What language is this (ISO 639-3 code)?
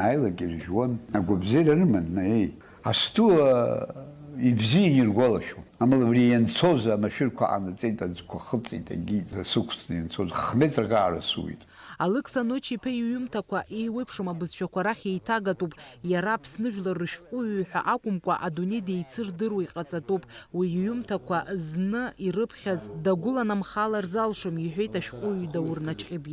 abk